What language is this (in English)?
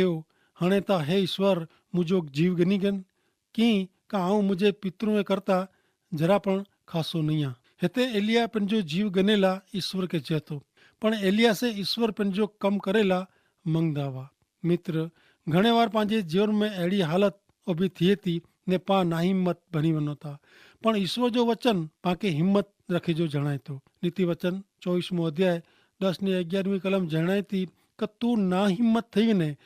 Kachhi